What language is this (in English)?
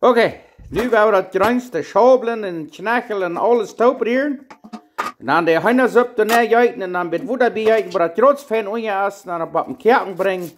Plautdietsch